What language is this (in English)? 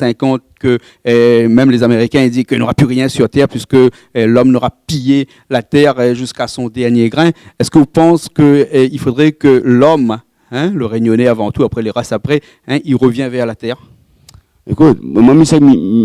Réunion Creole French